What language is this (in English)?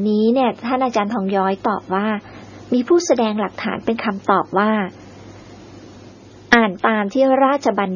Thai